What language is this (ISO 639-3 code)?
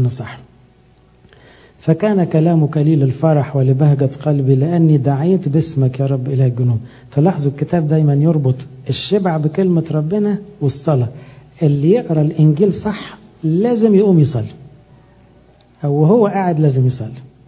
arz